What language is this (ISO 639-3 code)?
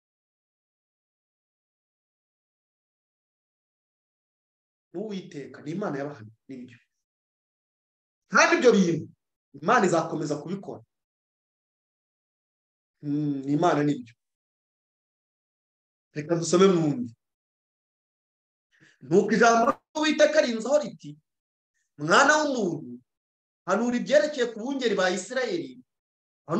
kin